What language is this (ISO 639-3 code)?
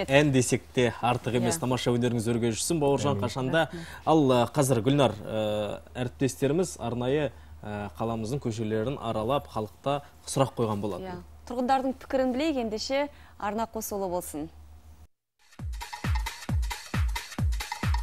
kaz